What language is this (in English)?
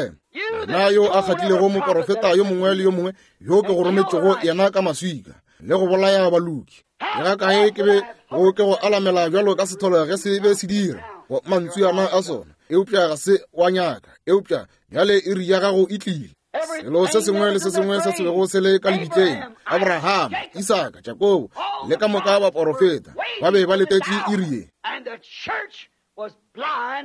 Northern Sotho